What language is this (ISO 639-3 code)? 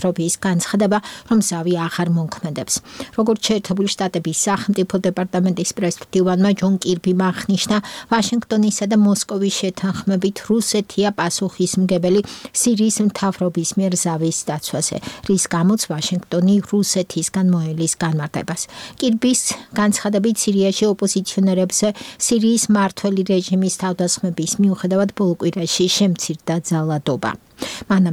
kat